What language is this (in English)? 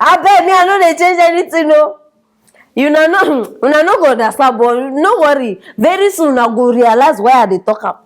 Nigerian Pidgin